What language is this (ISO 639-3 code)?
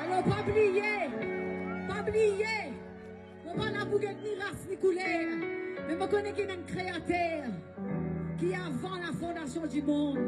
mfe